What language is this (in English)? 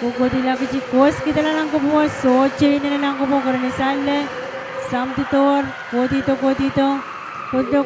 Pohnpeian